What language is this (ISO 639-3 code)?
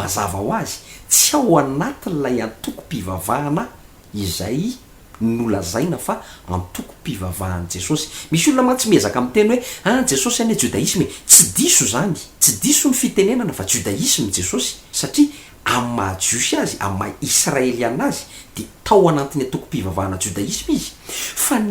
mlg